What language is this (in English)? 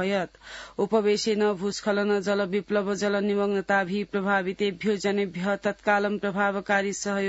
Sanskrit